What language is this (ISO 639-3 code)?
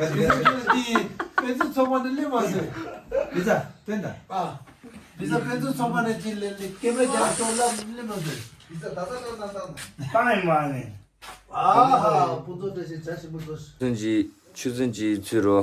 bod